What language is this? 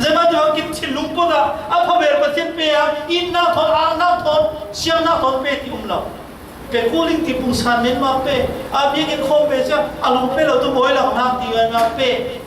Falam Chin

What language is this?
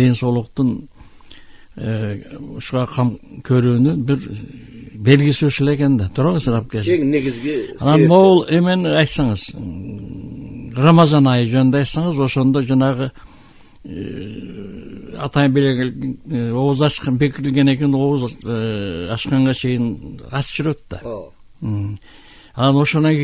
Kyrgyz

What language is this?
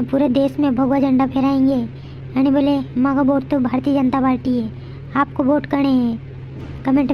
Rajasthani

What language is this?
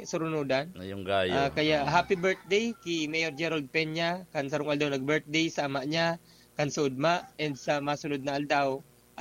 Bikol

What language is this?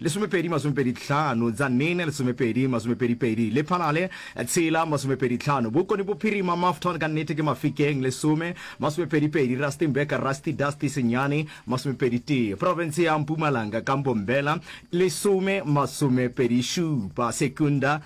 Northern Sotho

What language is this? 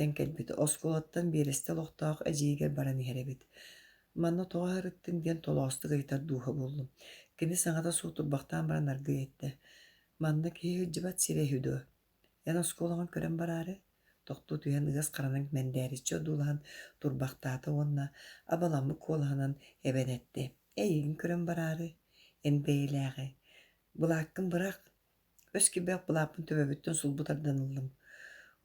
Yakut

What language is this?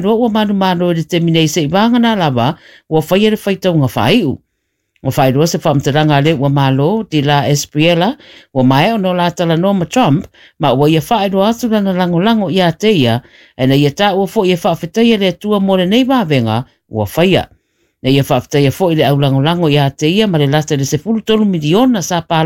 Samoan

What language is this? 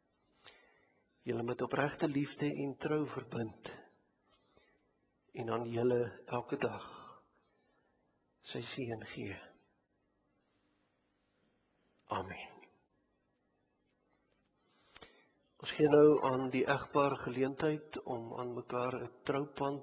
Afrikaans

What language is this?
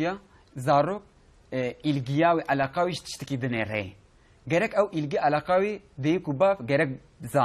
Kurdish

